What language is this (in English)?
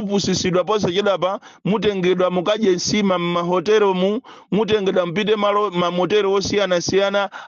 Nyanja